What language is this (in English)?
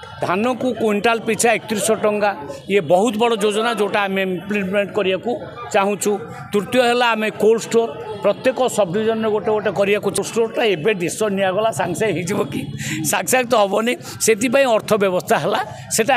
Odia